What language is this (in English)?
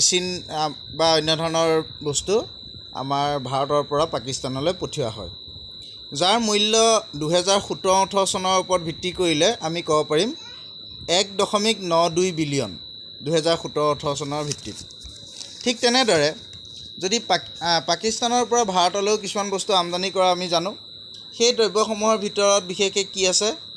Assamese